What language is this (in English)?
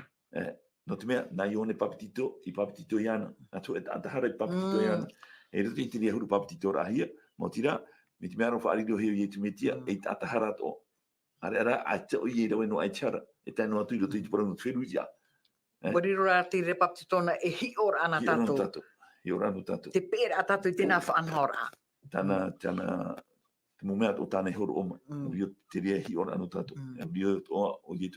Tahitian